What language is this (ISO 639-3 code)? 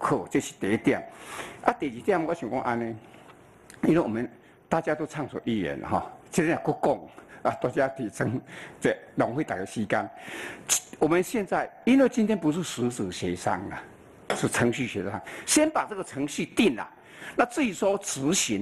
zho